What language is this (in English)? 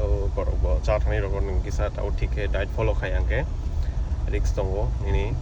Kok Borok